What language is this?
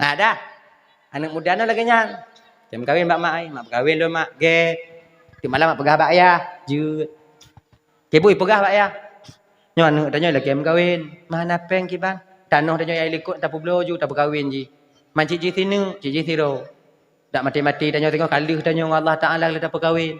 Achinese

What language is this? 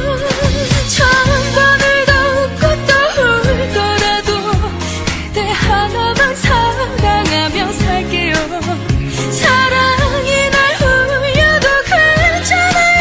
Korean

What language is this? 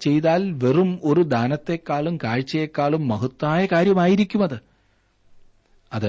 Malayalam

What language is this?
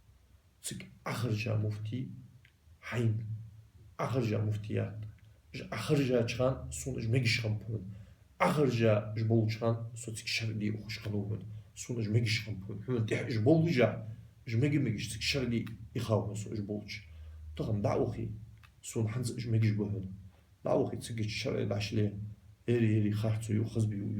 Ingush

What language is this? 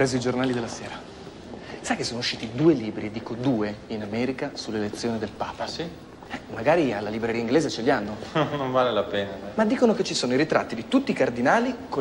Italian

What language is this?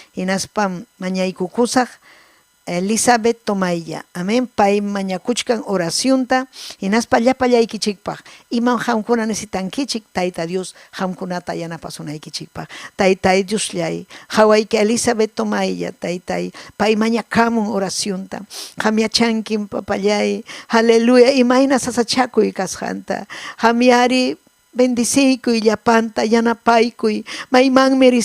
Ayacucho Quechua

